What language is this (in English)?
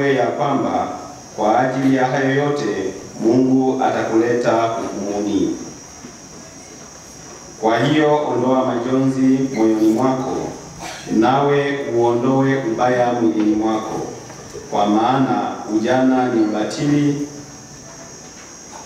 Swahili